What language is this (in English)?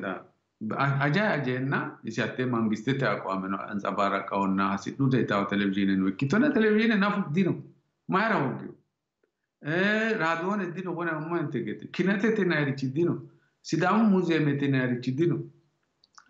Sidamo